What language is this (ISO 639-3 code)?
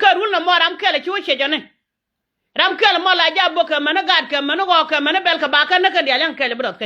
nus